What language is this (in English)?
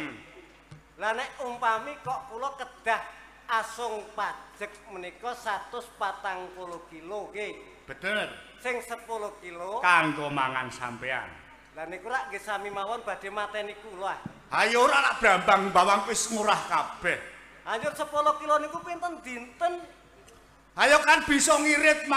Javanese